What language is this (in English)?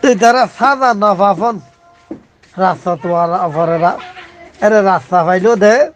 Rohingya